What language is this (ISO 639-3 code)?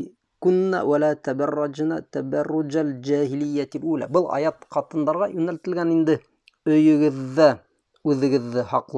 bak